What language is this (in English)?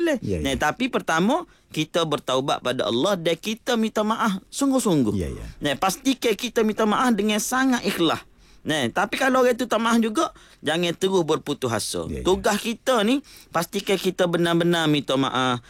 Malay